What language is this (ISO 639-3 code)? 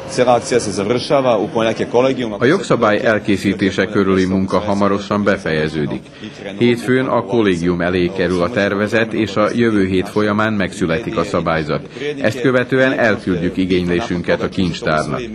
hun